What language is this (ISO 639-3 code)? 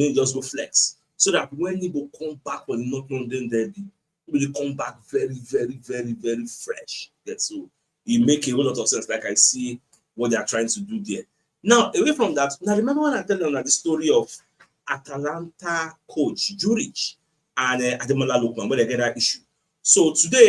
pcm